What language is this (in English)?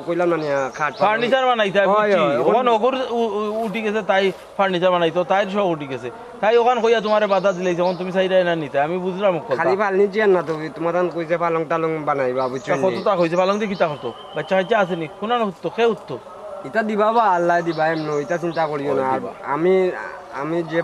Sylheti